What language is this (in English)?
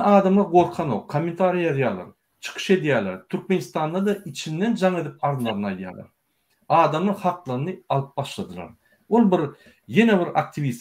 Turkmen